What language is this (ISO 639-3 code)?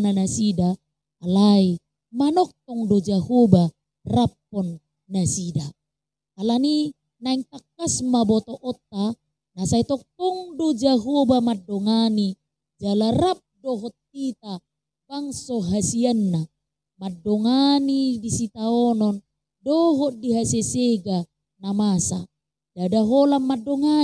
bbc